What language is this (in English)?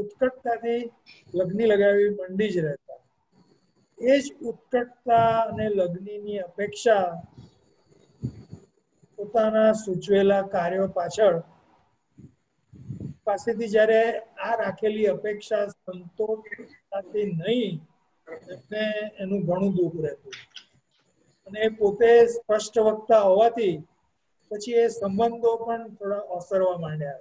Gujarati